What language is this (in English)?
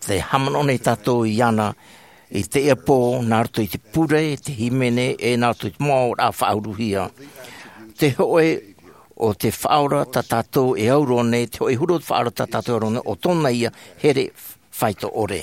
Tahitian